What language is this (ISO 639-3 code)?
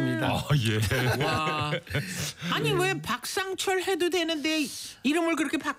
kor